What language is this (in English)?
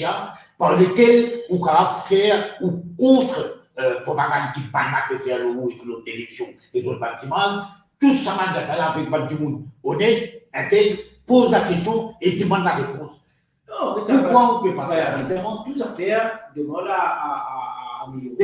Morisyen